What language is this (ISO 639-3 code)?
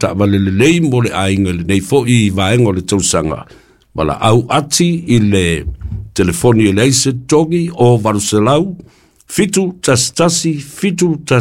smo